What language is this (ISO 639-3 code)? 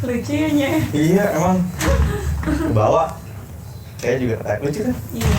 bew